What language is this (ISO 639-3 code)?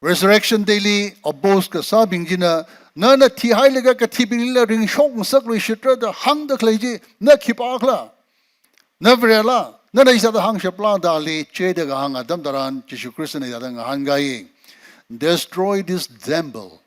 nmf